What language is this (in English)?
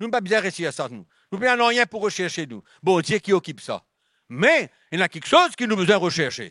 Morisyen